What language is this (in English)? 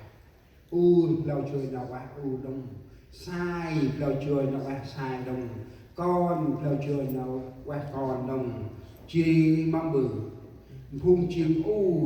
Central Mnong